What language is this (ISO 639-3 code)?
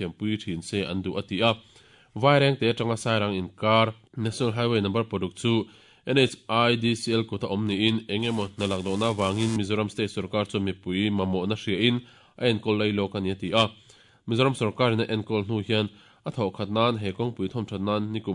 lus